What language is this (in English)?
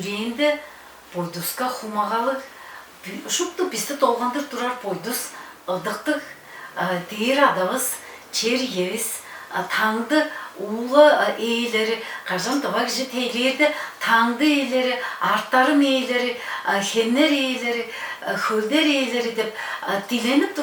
Tuvinian